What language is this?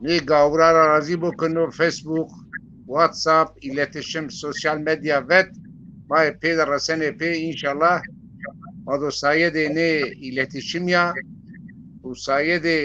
Zaza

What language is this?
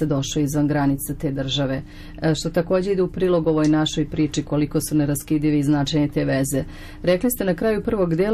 Serbian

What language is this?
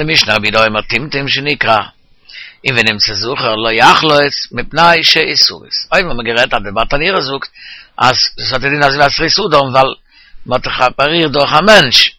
Yiddish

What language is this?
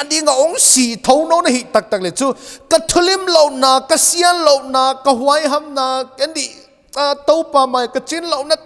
Paite Chin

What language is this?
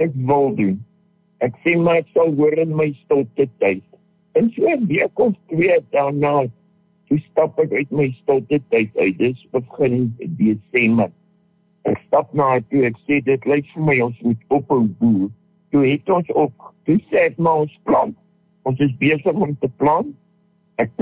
Afrikaans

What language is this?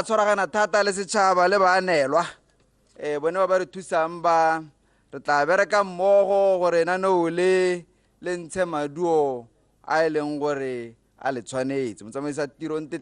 Tswana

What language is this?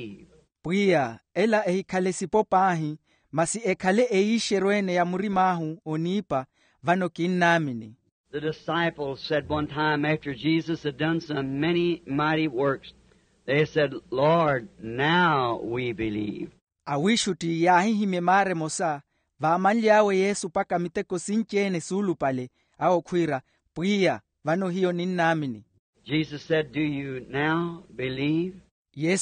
Makhuwa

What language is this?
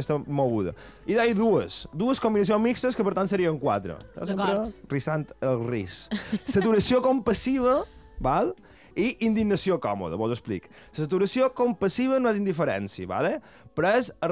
Catalan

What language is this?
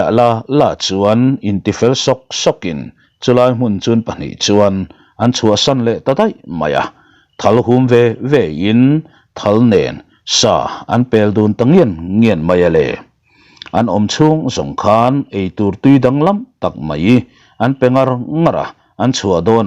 Mizo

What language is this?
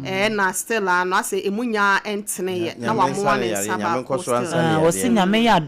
Akan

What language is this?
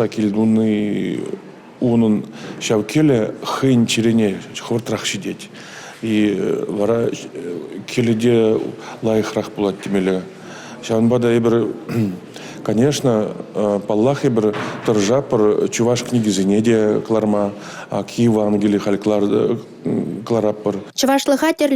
Chuvash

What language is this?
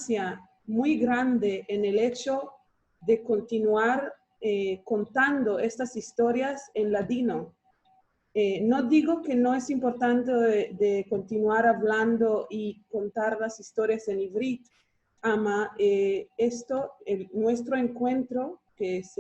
Ladino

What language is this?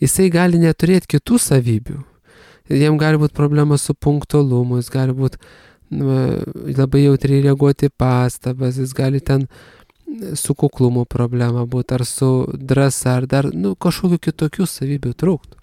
Lithuanian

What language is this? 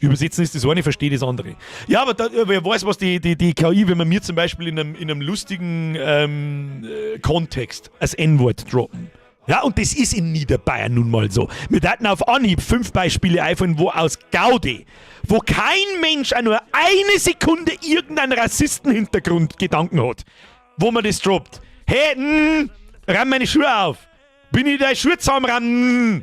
Bavarian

